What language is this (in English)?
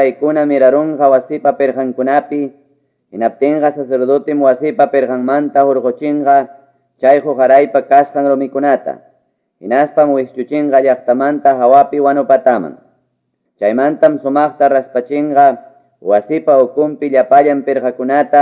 Quechua